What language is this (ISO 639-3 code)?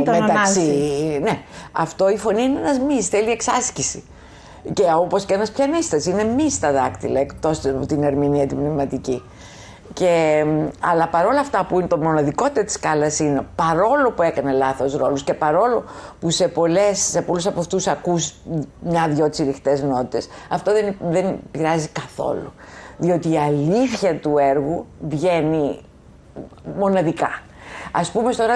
ell